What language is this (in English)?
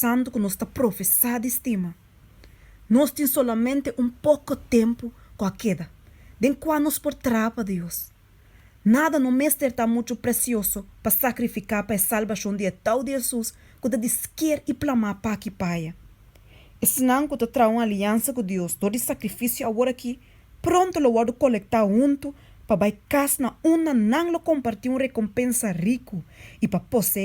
Papiamento